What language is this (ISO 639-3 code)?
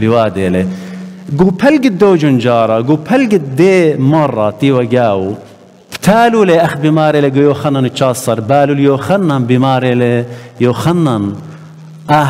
aii